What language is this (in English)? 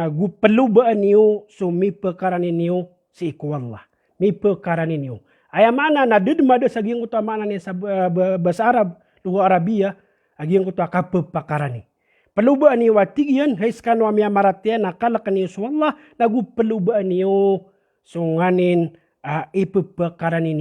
Maranao